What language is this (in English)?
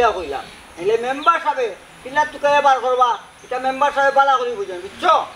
Sylheti